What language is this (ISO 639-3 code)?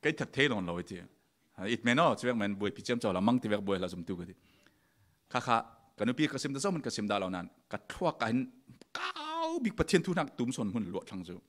cfm